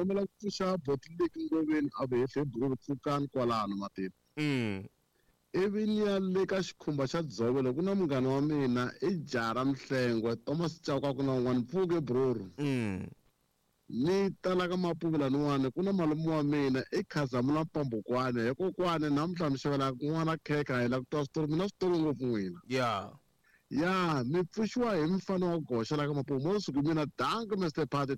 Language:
Tsonga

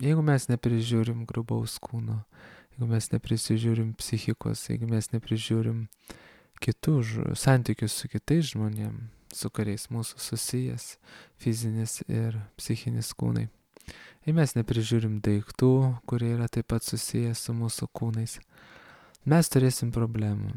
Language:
Lithuanian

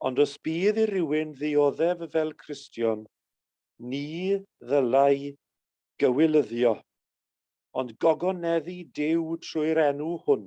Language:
Welsh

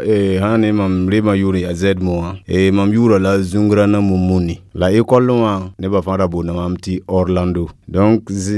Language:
Mossi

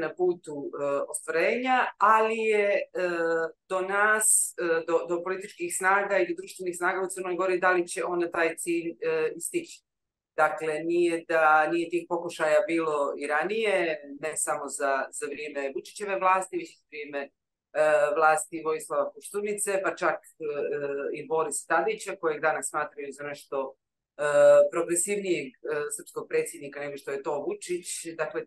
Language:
Serbian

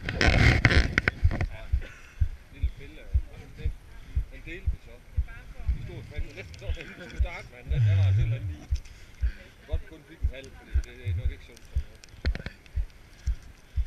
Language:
Danish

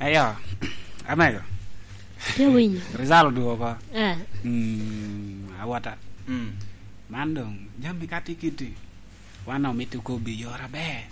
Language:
Lango (Uganda)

